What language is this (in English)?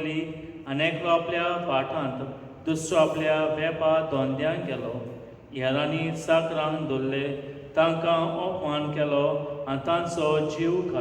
Konkani